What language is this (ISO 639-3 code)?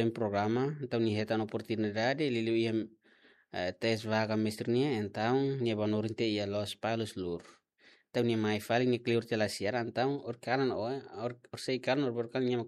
tet